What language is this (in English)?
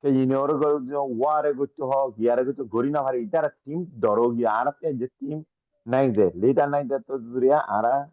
Rohingya